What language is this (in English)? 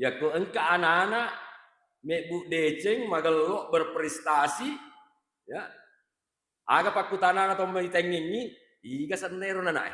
Buginese